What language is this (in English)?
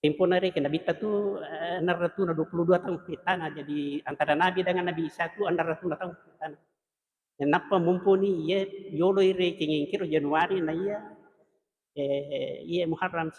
Buginese